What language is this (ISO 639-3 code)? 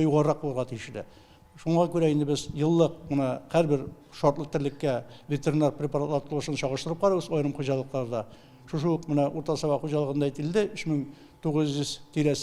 tat